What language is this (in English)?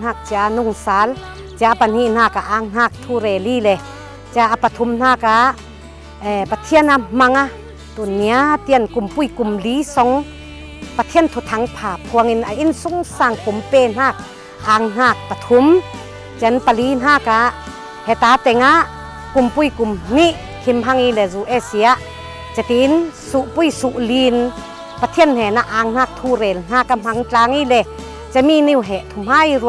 Falam Chin